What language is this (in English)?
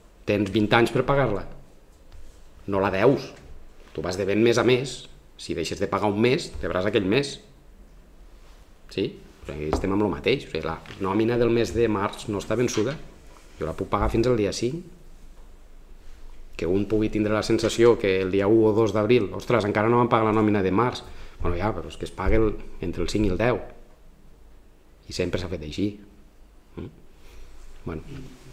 Catalan